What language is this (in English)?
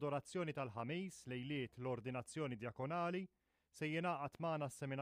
Maltese